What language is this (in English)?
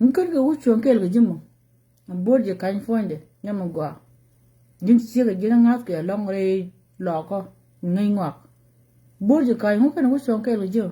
Nuer